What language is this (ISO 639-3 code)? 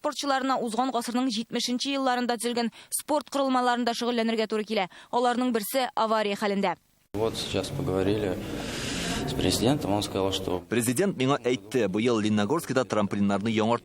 tat